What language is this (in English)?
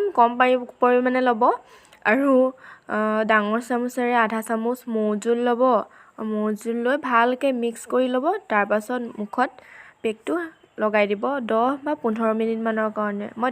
Assamese